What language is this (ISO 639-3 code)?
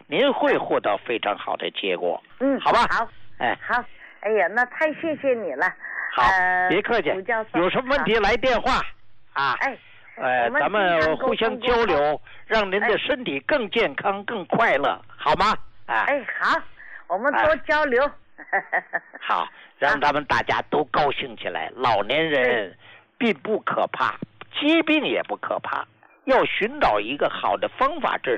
zho